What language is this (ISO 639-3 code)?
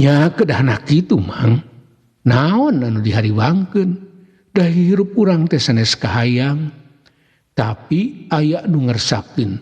sun